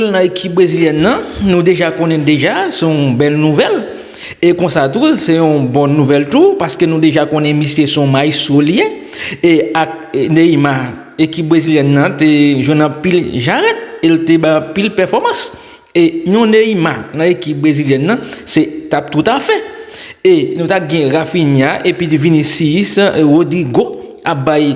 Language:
Haitian Creole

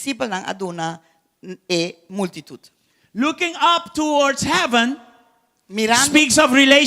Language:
Papiamento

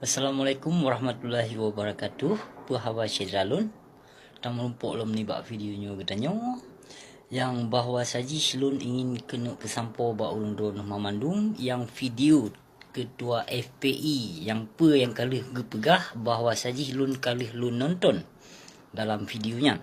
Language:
Achinese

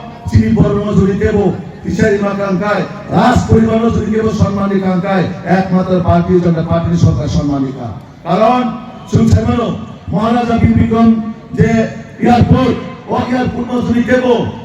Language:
Kok Borok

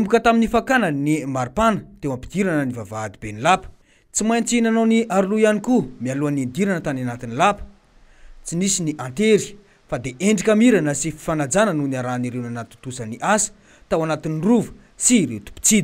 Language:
Malagasy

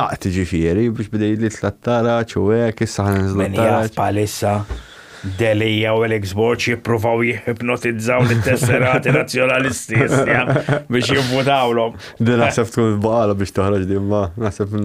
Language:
Maltese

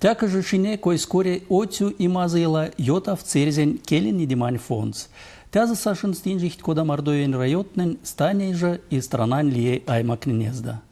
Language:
Erzya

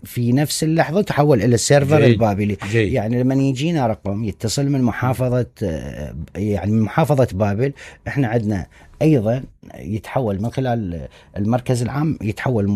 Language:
Mesopotamian Arabic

